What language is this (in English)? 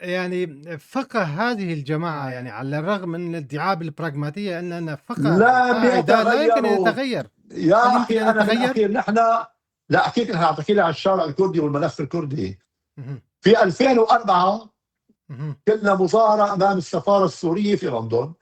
North Levantine Arabic